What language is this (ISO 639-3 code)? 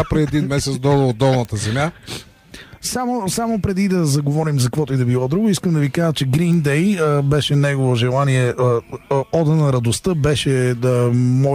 bul